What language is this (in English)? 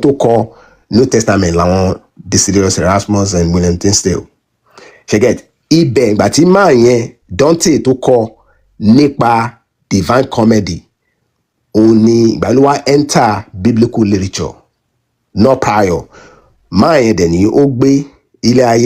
Yoruba